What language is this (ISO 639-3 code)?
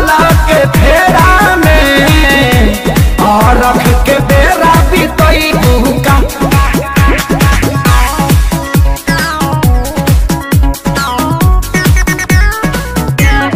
bho